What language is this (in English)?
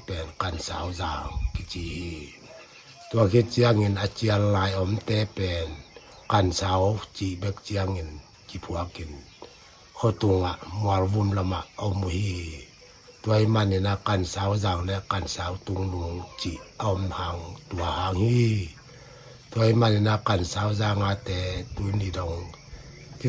Paite Chin